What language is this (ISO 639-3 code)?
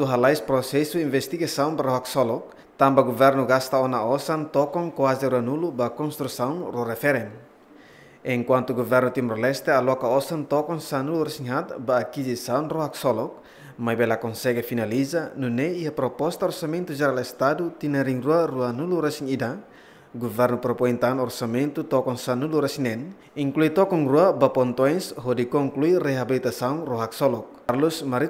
tet